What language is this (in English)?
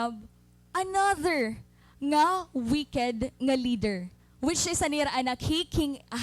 Waray